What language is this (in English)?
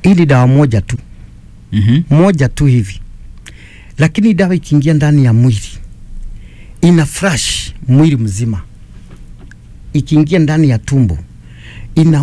Swahili